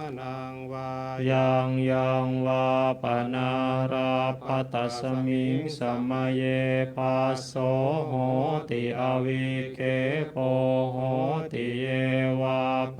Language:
Pali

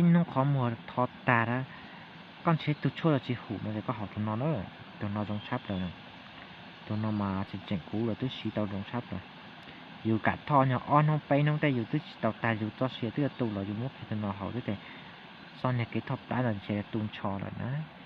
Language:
Hmong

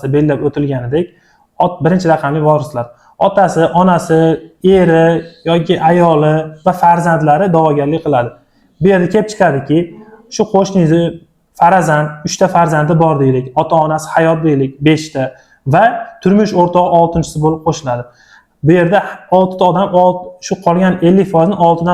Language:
Uzbek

